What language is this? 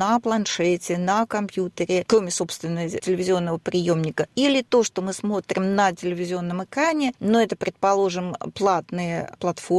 Russian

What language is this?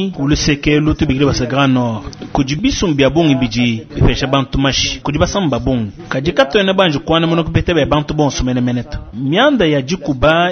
Luba-Lulua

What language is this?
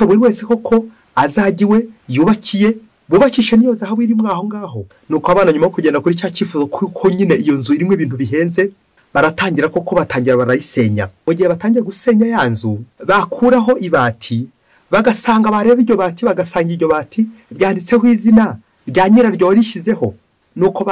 Kinyarwanda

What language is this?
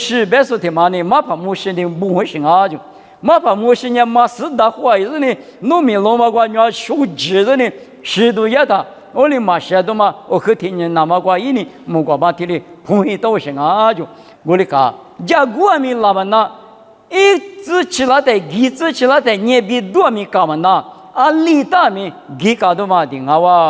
Lisu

